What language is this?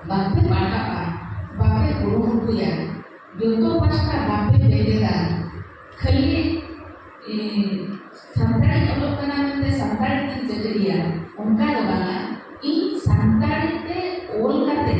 Santali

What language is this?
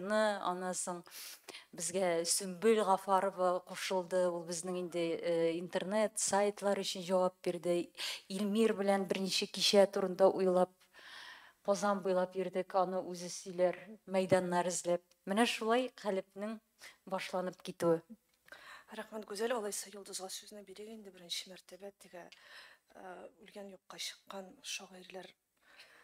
Tatar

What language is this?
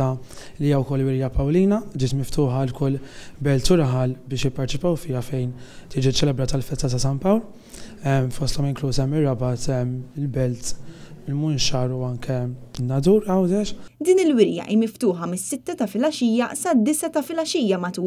Maltese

